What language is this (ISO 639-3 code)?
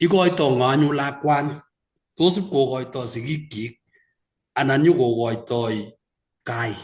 kln